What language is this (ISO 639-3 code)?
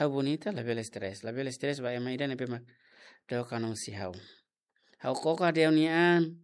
tet